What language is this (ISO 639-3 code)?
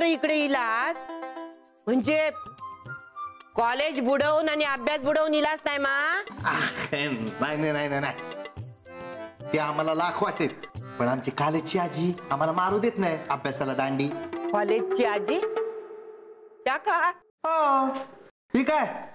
mar